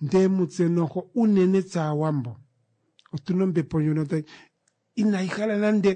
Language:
Kuanyama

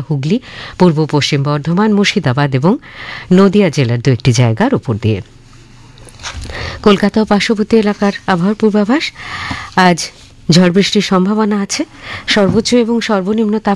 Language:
Bangla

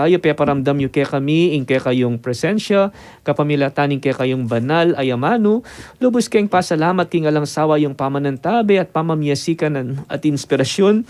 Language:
Pampanga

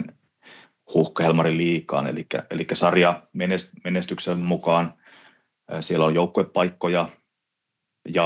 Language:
Finnish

